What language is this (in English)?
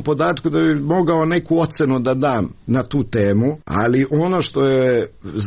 Serbian